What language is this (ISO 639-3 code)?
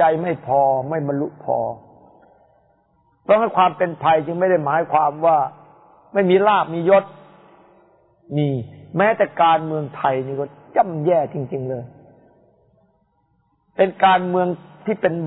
tha